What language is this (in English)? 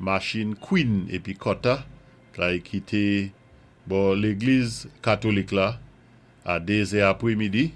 Saint Lucian Creole French